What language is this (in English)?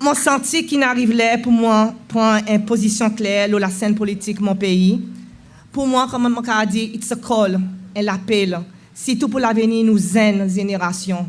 Seselwa Creole French